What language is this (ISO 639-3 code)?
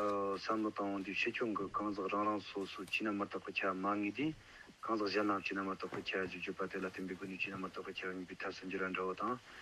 bod